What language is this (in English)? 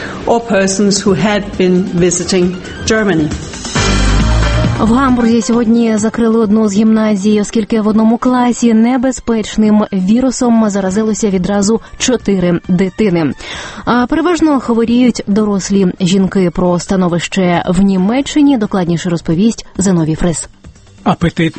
Ukrainian